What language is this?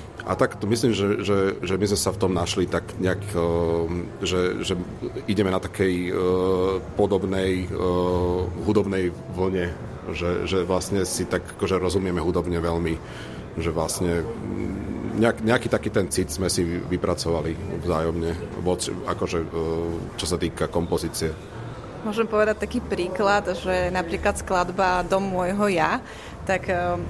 Slovak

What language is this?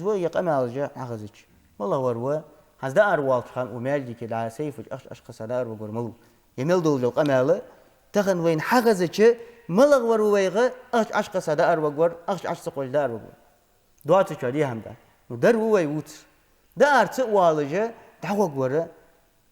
Ingush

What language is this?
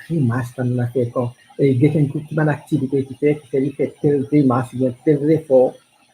Morisyen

